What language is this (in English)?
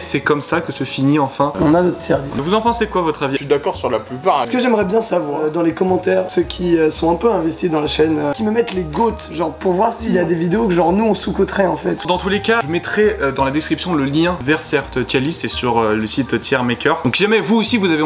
French